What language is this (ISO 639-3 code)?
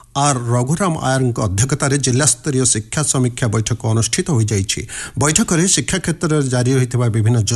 ori